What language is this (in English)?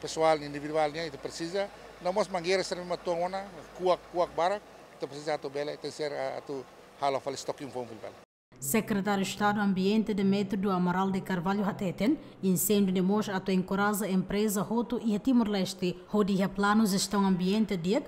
Tetum